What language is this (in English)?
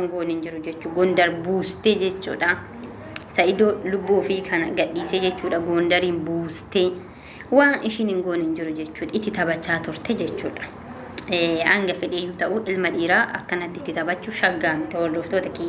Oromo